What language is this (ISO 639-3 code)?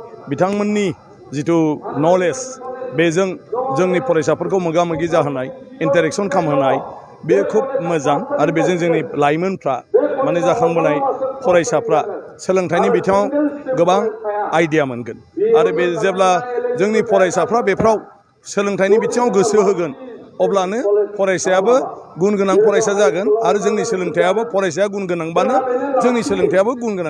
brx